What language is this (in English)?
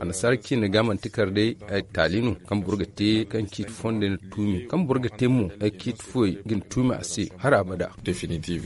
Zarma